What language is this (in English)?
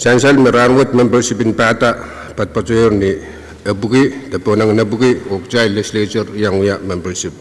Pohnpeian